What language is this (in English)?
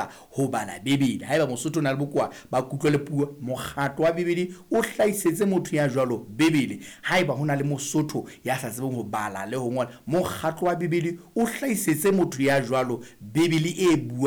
Southern Sotho